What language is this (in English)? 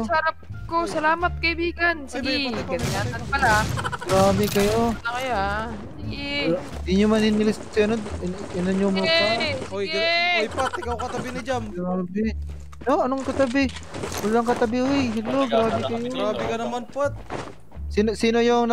Filipino